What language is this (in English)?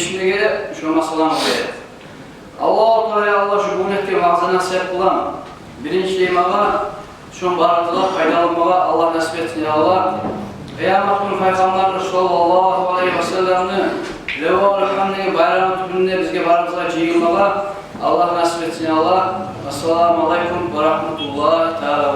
Kumyk